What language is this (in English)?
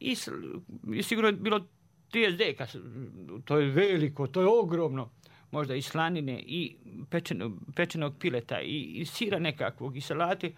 Croatian